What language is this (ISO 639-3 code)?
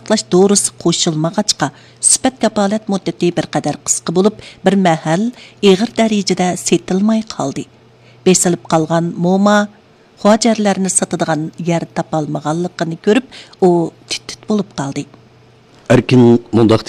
uig